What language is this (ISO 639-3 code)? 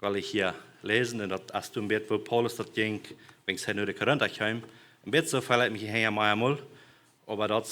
pdt